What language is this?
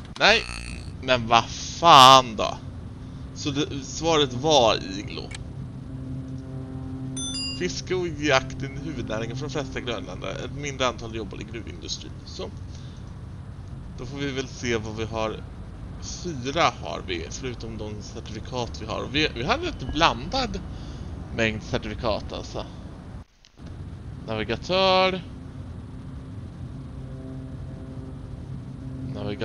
Swedish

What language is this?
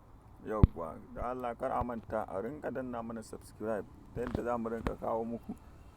Hausa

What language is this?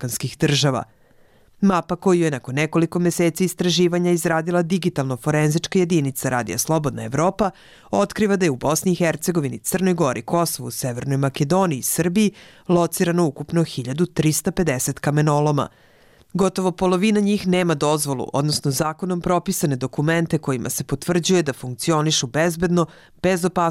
Bosnian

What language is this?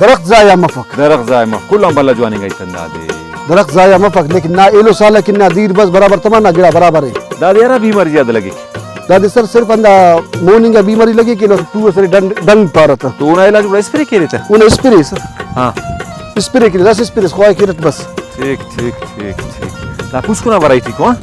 Brahui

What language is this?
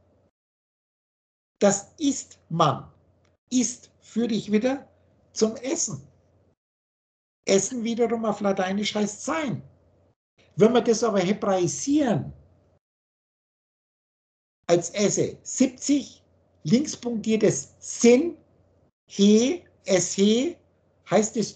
German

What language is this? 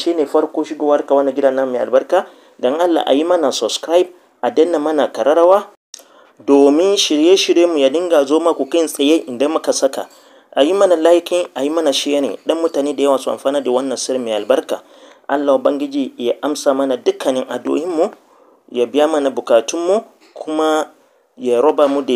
Hausa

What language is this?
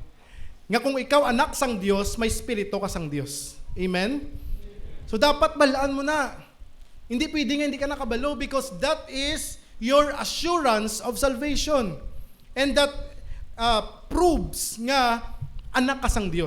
Hiligaynon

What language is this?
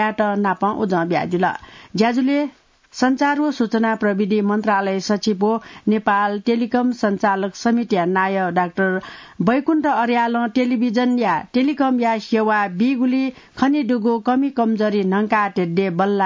Newari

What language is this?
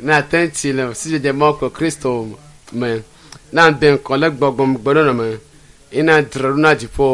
Ewe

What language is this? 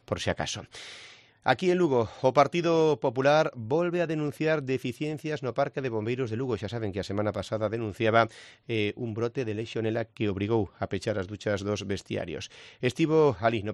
Galician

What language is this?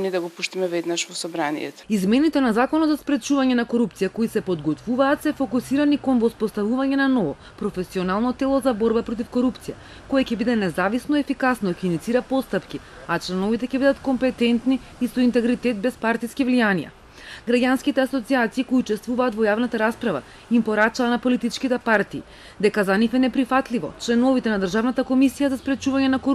Macedonian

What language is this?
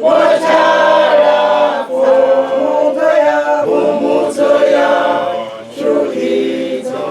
Venda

